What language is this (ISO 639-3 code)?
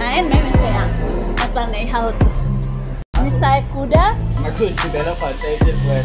tet